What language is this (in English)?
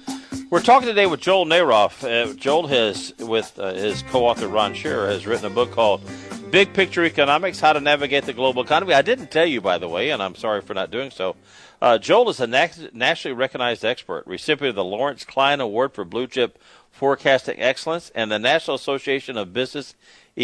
English